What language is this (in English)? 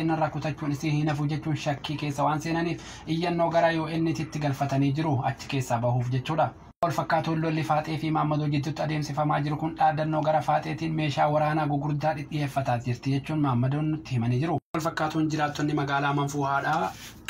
Oromo